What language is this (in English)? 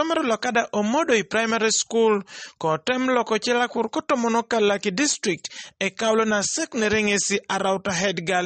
Teso